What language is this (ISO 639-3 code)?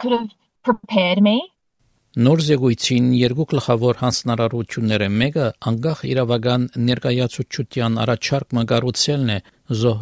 hye